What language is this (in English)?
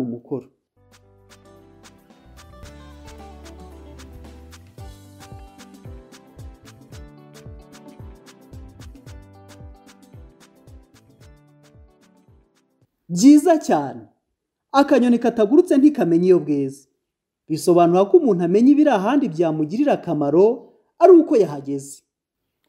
Kinyarwanda